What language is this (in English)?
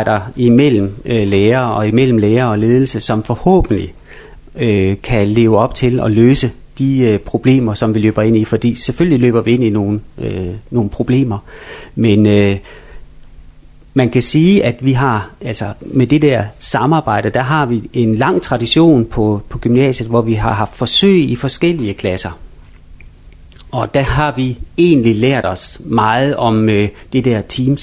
Danish